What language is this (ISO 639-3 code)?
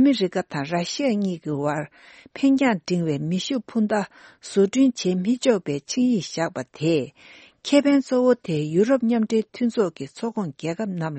bod